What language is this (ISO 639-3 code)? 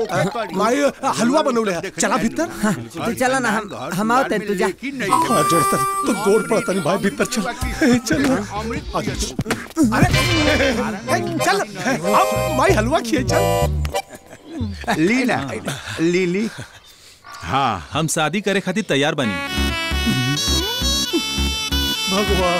bho